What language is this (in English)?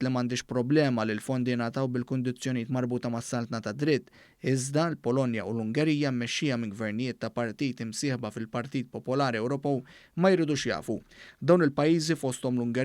Maltese